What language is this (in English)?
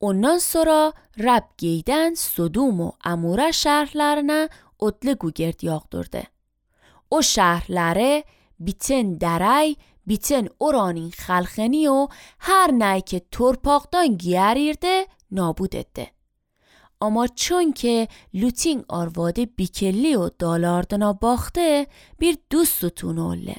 Azerbaijani